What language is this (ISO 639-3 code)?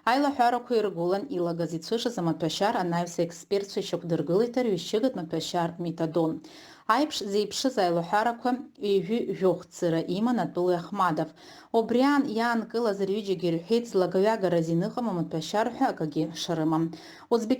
abk